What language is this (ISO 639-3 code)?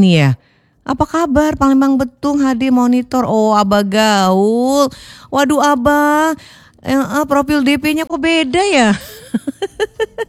ind